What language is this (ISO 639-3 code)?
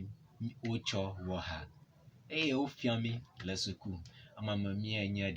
ewe